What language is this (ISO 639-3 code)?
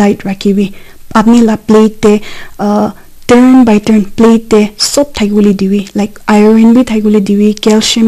nag